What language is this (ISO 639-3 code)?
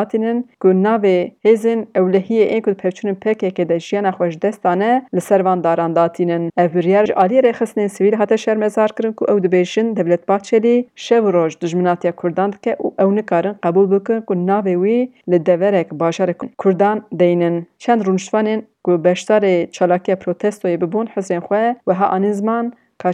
kur